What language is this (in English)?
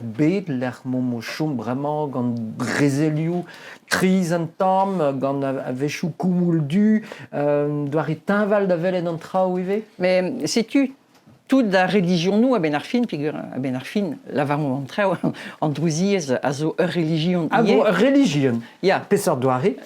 Breton